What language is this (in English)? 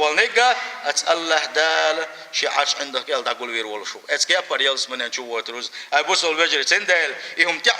Chechen